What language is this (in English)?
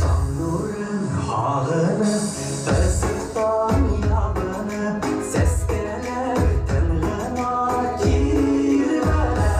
Bashkir